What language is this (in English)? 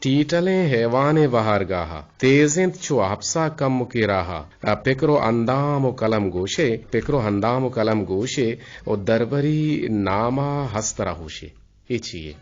Eastern Balochi